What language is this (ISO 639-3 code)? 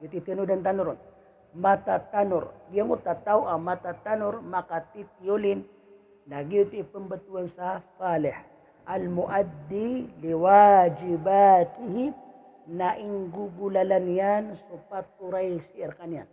mrw